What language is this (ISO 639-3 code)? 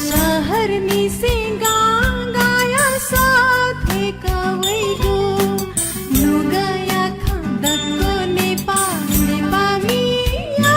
new